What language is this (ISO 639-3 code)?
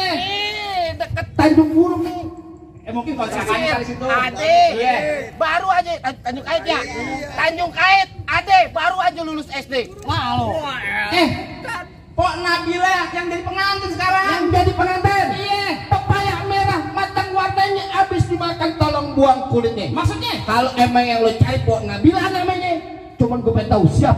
bew